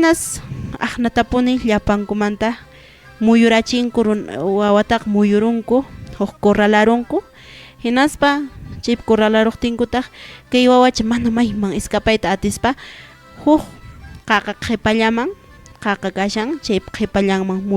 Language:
Quechua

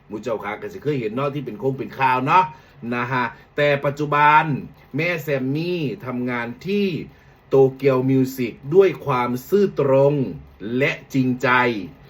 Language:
Northeastern Thai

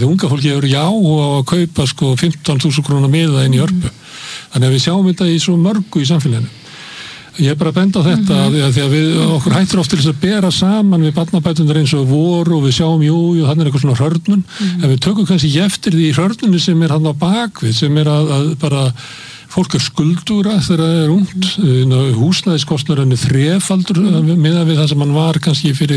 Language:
Icelandic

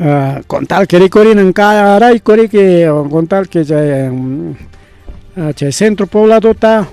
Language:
Ayacucho Quechua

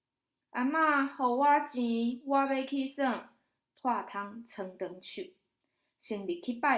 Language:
Min Nan Chinese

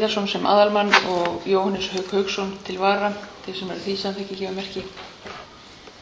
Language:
Icelandic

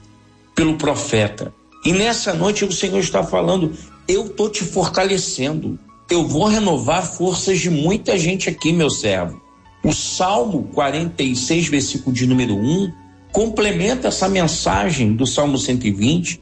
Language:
Portuguese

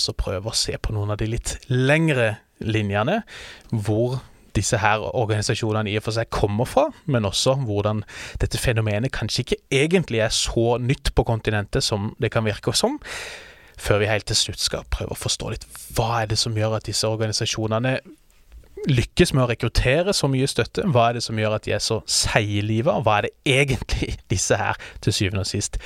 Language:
Norwegian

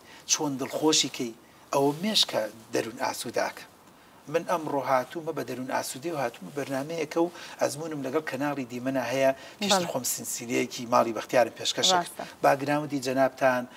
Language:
Central Kurdish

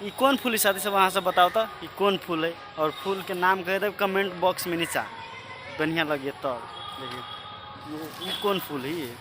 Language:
Maithili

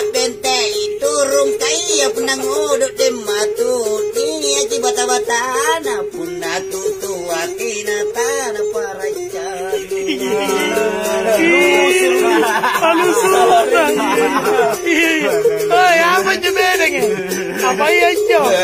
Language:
Makasar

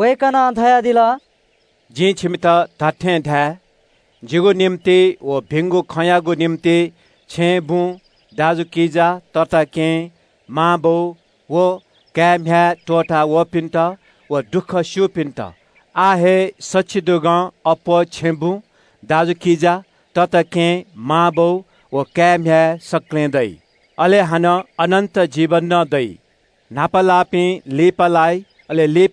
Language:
Newari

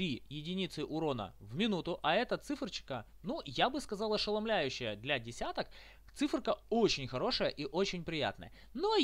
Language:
Russian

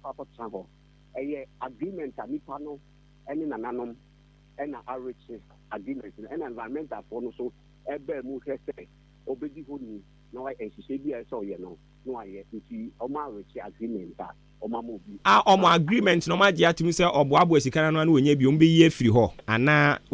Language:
Akan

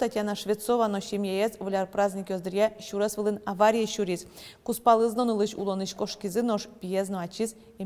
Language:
Udmurt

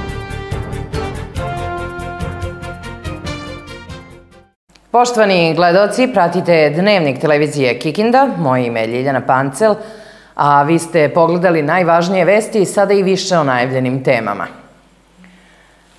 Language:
Serbian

